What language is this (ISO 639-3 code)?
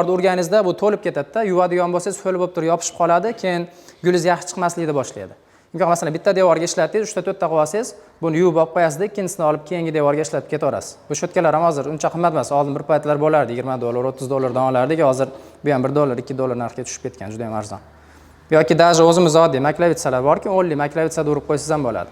uzb